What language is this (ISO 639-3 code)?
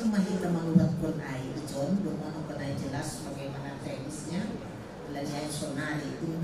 bts